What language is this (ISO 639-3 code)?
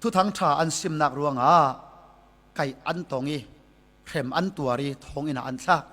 cfm